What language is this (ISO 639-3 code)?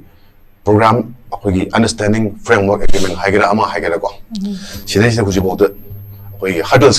mni